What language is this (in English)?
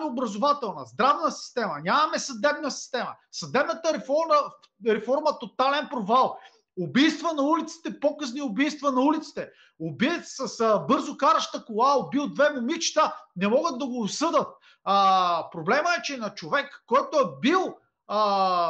Bulgarian